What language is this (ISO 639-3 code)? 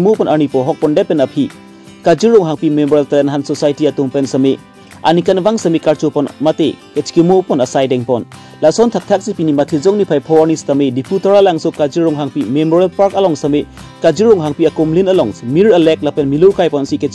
mjw